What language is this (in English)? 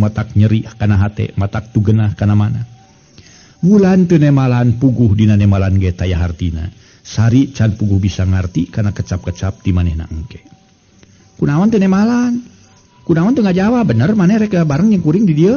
Sundanese